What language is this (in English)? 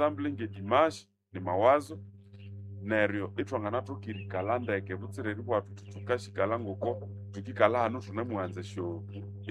Nande